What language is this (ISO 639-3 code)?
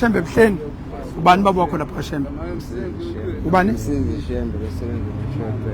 zul